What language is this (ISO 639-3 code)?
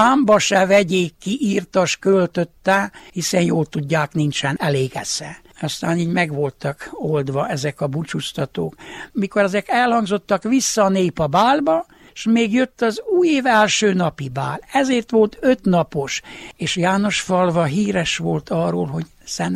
hun